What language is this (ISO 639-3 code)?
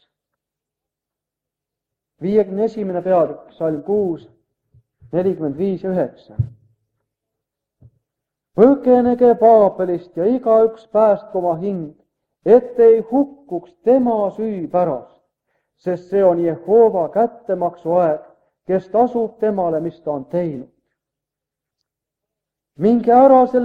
est